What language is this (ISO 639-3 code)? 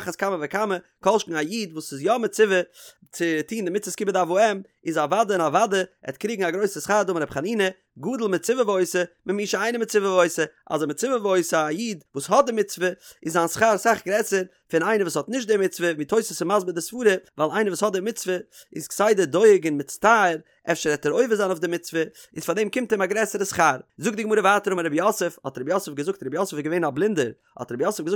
yid